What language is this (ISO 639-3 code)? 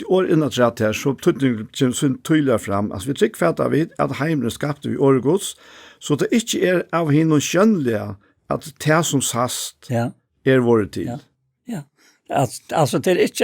fao